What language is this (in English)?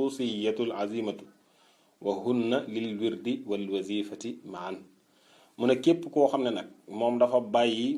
Wolof